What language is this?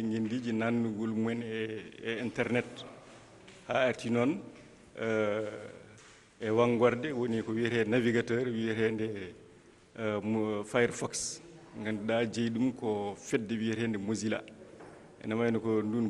Fula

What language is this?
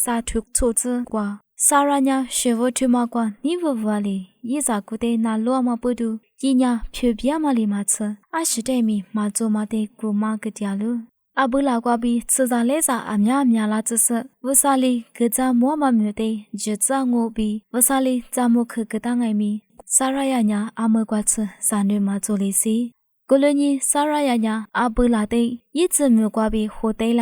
Lisu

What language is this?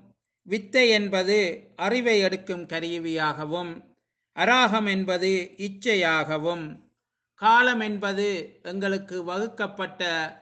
Tamil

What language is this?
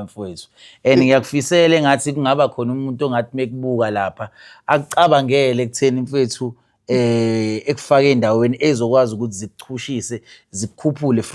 Zulu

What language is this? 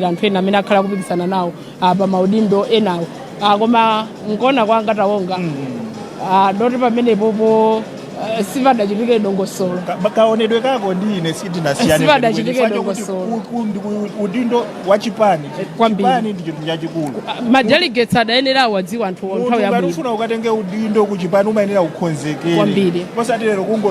Nyanja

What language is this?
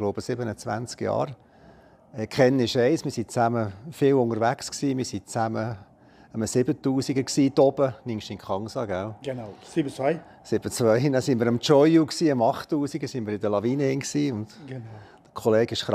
Swiss German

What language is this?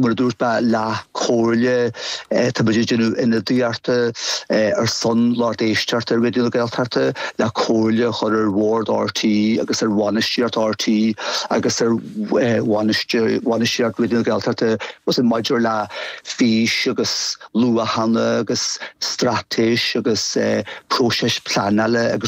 Irish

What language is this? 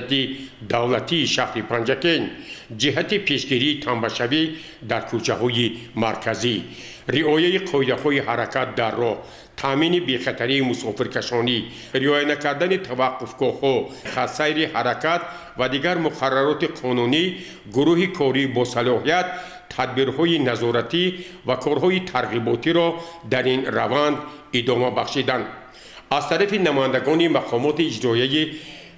Tajik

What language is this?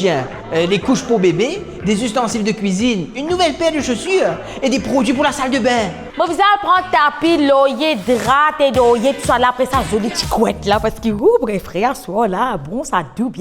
Morisyen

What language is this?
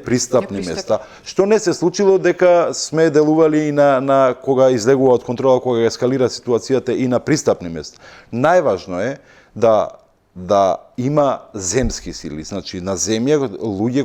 Macedonian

